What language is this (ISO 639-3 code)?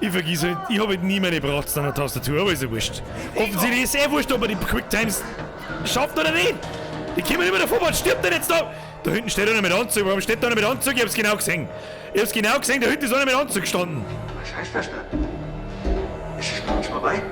bar